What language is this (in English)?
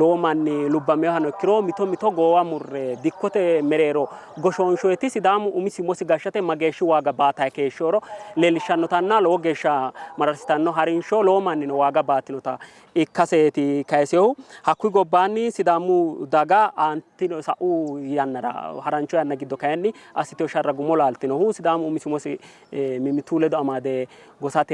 Sidamo